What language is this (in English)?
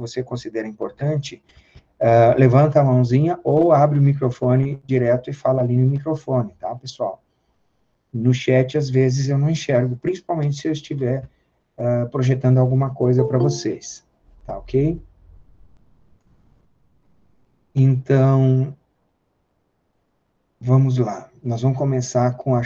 Portuguese